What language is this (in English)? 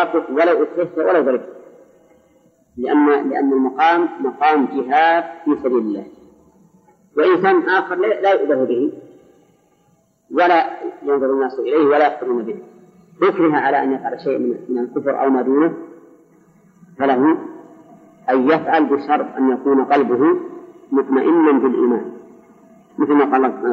Arabic